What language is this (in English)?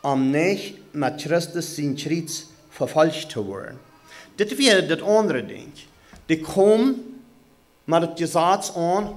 Plautdietsch